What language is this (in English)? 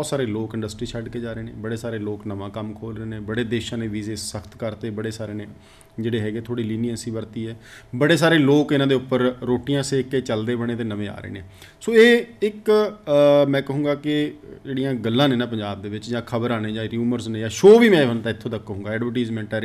Punjabi